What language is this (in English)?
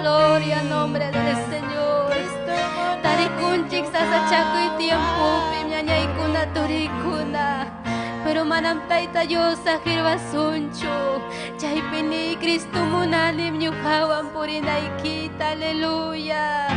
Ayacucho Quechua